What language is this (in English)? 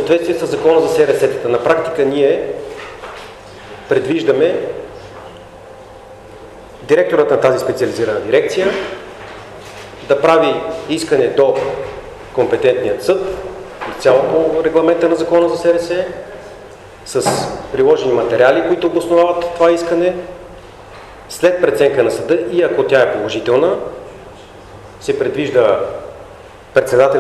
Bulgarian